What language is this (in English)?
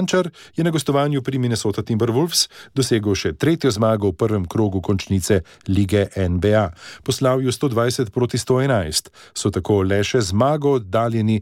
Slovenian